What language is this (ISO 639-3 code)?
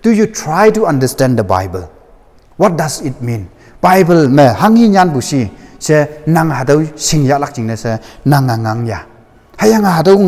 nbe